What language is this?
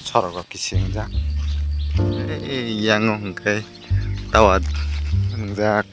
Kok Borok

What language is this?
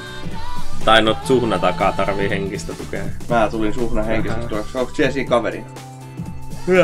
Finnish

